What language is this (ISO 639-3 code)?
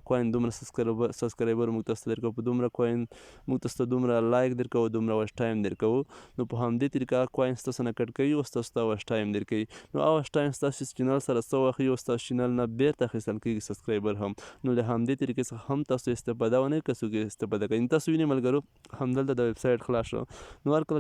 pus